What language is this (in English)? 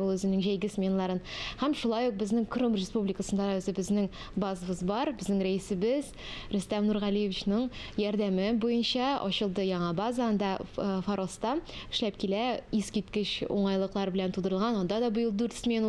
Tatar